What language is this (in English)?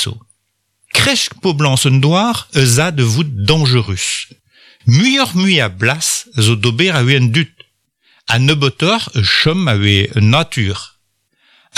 Breton